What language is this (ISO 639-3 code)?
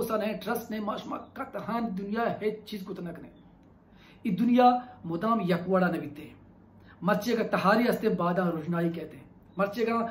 bal